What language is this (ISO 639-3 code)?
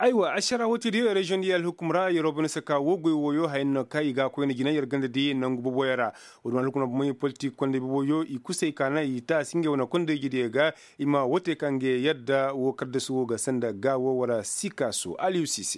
ses